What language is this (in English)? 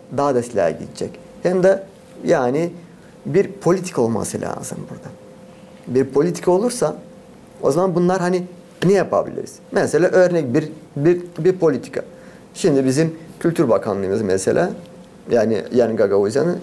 Gagauz